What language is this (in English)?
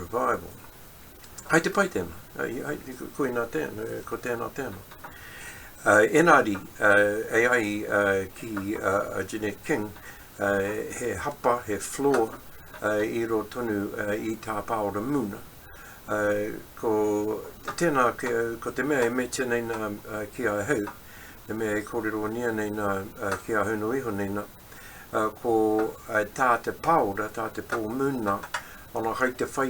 Māori